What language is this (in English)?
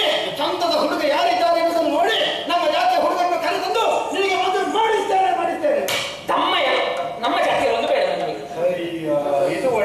Kannada